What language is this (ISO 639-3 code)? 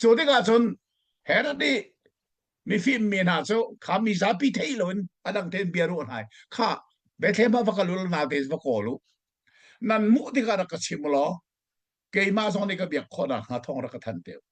cnh